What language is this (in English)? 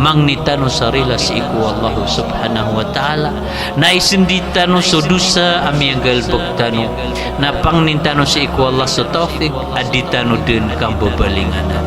Maranao